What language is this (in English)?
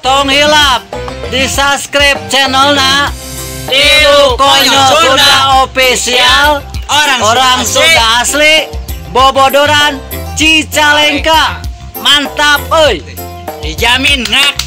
Sundanese